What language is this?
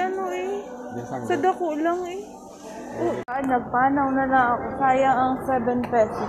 Hiligaynon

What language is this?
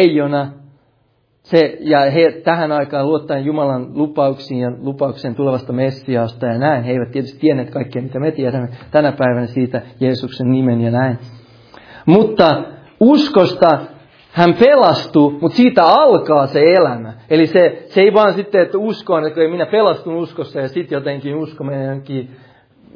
Finnish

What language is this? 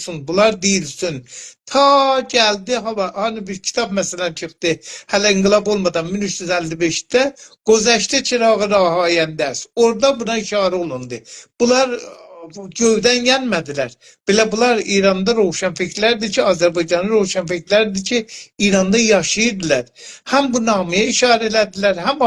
South Azerbaijani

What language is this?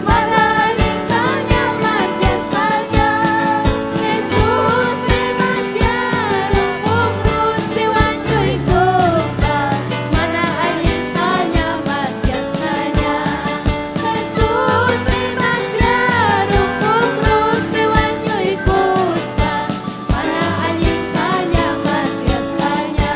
Ayacucho Quechua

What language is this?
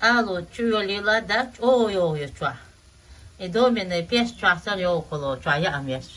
Chechen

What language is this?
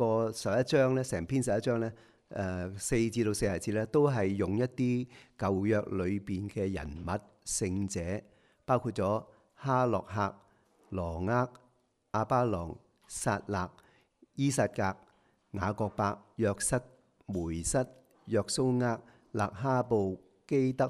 Cantonese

